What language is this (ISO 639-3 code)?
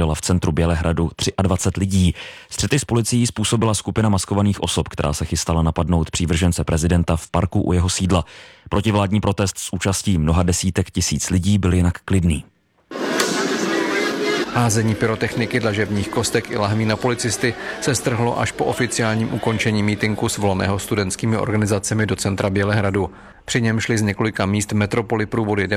ces